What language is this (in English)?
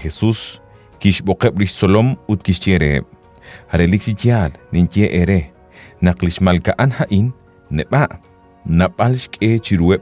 Kekchí